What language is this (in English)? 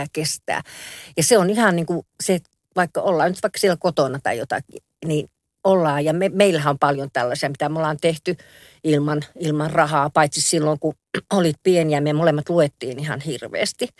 Finnish